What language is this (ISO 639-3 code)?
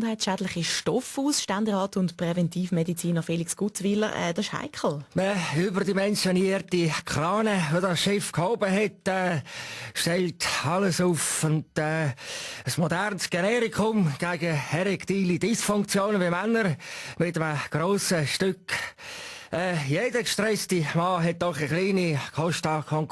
gsw